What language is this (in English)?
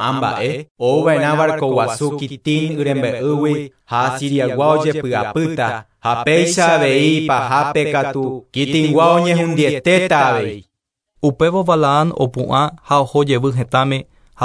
Guarani